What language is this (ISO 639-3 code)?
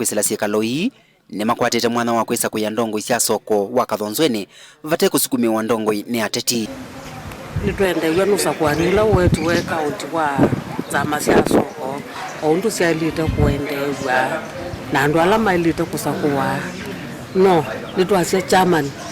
kam